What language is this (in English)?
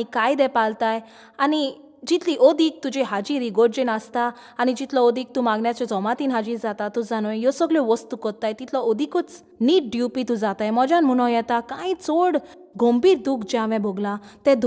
Konkani